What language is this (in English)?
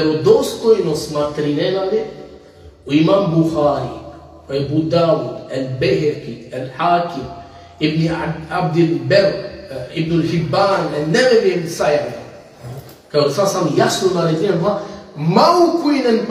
Balkan Romani